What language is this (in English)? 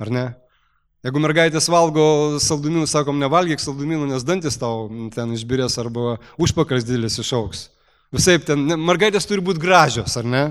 Lithuanian